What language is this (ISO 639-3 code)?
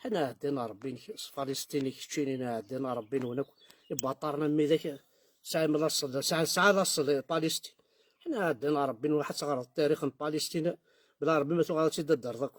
kab